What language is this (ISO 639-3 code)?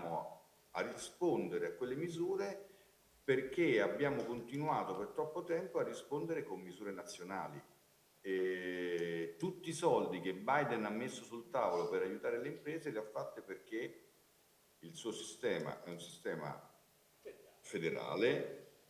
ita